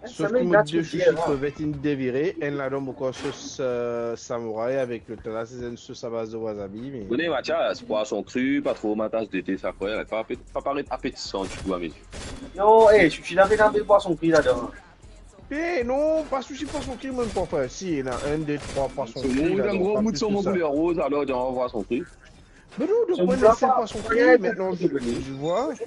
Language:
Morisyen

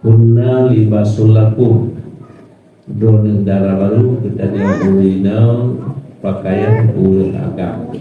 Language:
Achinese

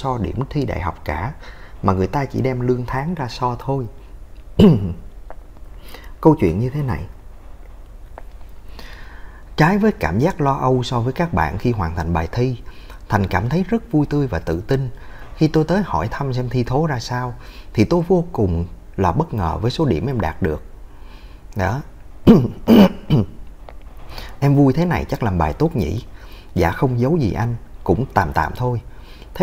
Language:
Vietnamese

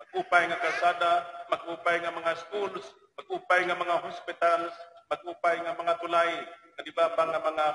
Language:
Waray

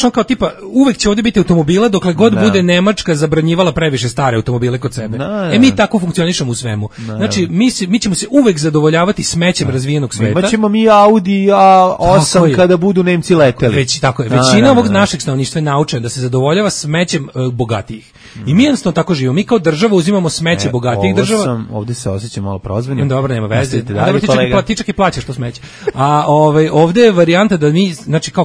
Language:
Serbian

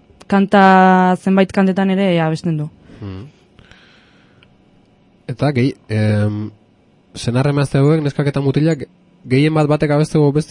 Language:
Basque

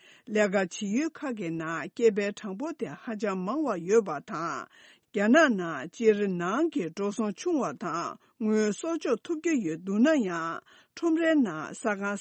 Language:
Tibetan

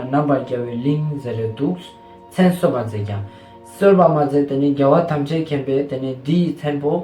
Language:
Ladakhi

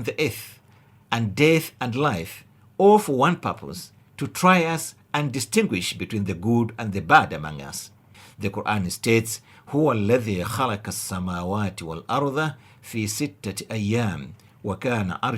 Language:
English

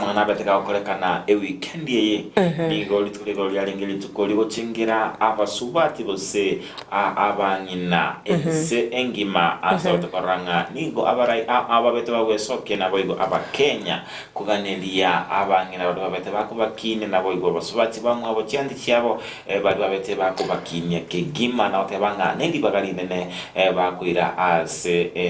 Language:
Gusii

